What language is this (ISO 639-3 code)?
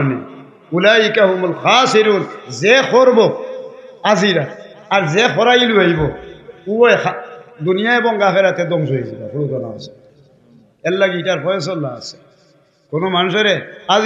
syl